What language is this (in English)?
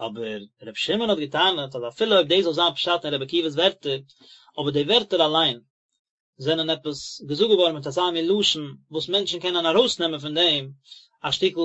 Yiddish